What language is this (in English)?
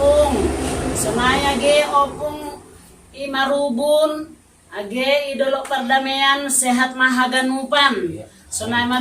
Batak Simalungun